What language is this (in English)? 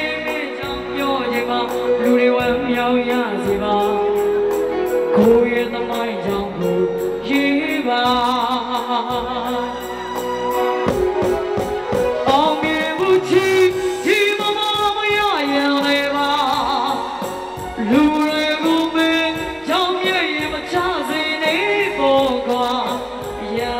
Burmese